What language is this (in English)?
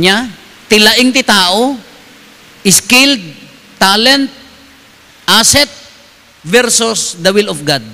Iloko